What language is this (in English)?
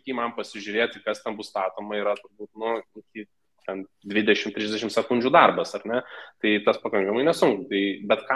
Lithuanian